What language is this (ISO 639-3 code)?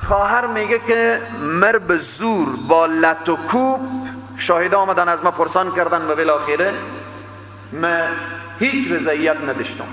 fas